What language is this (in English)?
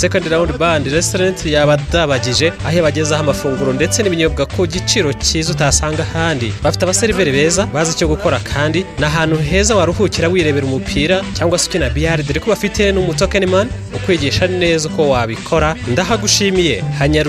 Kinyarwanda